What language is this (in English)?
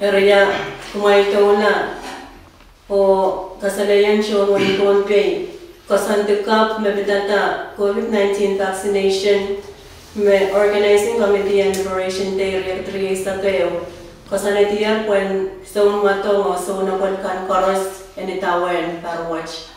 Pohnpeian